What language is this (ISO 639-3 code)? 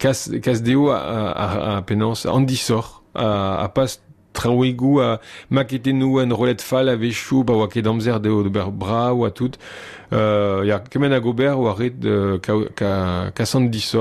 bre